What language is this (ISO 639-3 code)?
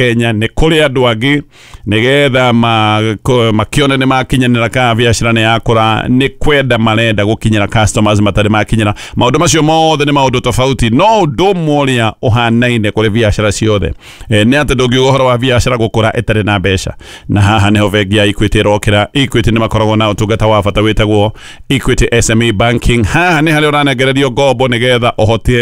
kik